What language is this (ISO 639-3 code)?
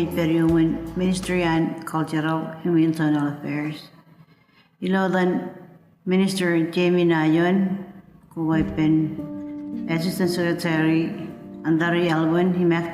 mah